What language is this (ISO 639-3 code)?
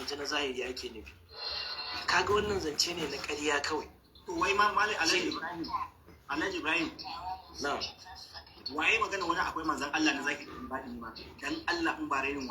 hau